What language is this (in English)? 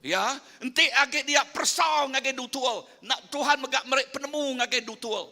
Iban